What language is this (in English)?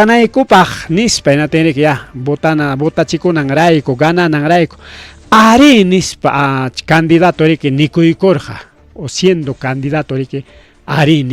Ayacucho Quechua